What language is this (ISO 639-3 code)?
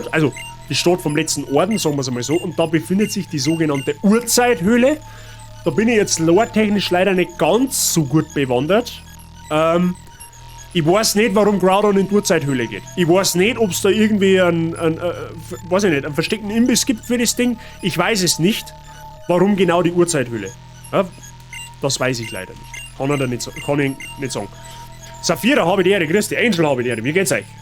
bar